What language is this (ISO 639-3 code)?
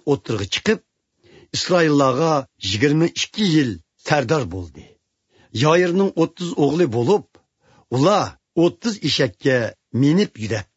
uig